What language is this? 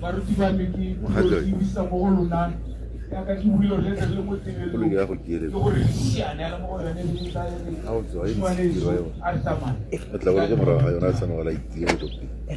Tswana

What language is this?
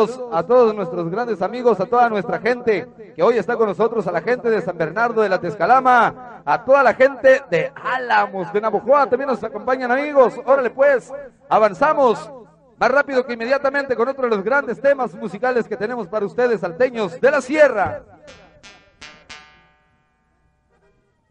Spanish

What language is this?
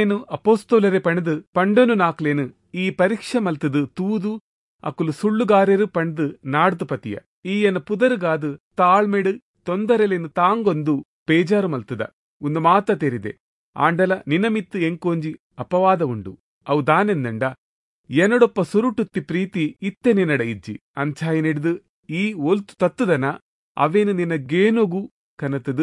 Tulu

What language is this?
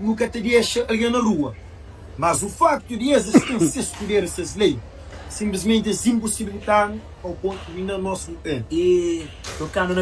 Kabuverdianu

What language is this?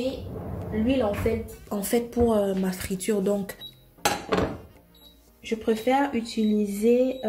French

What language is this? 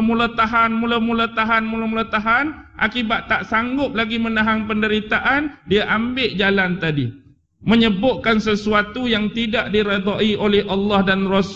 Malay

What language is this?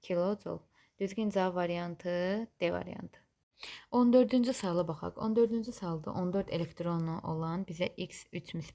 Azerbaijani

